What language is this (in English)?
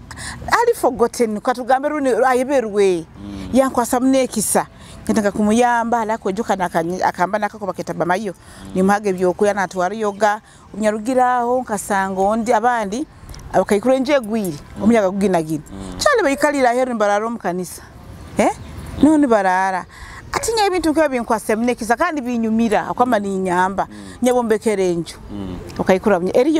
Nyoro